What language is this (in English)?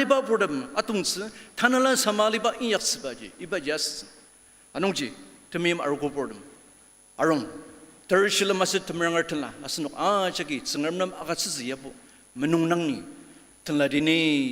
Ao Naga